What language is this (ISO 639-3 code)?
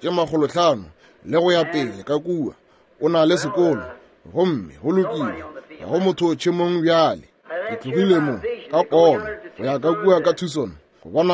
nso